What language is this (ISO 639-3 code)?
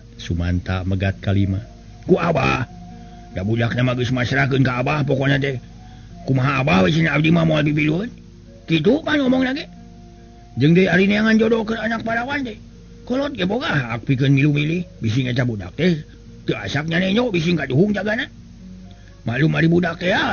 sun